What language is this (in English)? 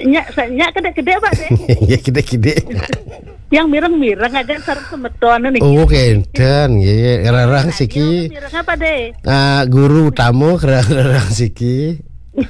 Balinese